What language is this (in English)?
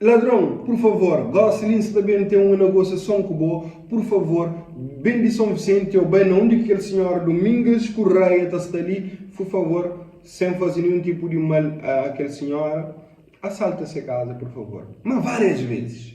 Kabuverdianu